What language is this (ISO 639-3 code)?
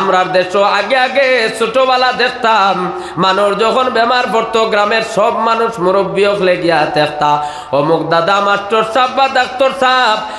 syl